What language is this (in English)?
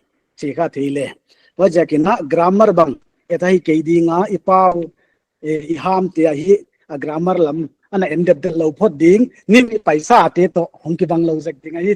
Paite Chin